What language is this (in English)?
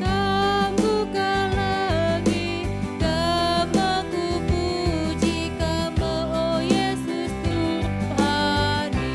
Batak Karo